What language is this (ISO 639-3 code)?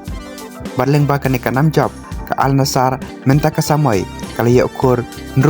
kha